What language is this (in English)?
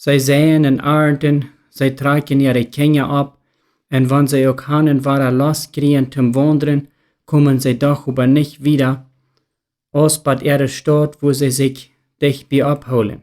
Plautdietsch